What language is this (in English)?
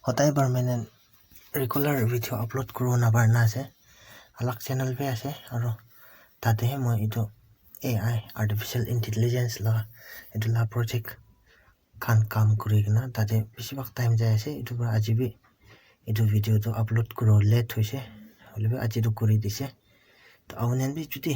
Naga Pidgin